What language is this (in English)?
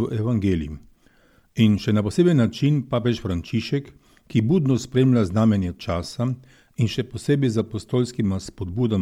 Slovenian